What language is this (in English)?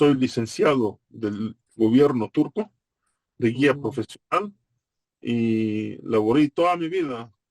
Ladino